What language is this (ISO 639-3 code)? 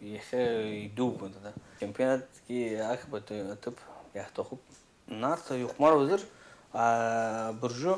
abk